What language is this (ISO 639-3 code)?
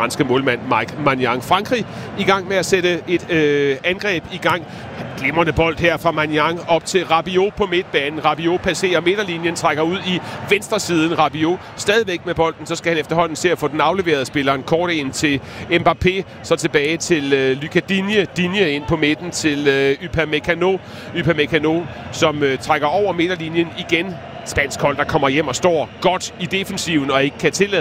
dan